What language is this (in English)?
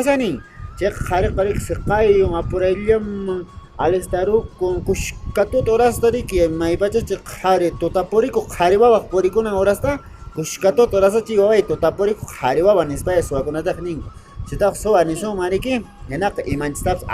Quechua